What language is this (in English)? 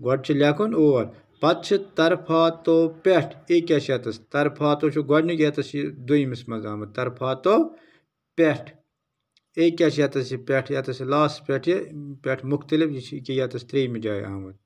Kashmiri